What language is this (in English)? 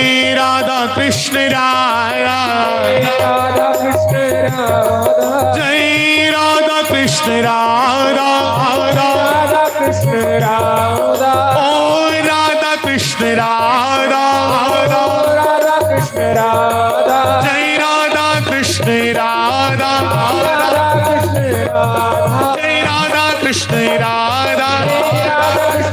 Dogri